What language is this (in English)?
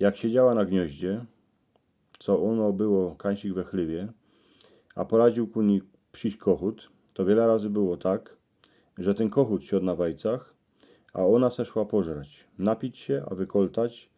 Silesian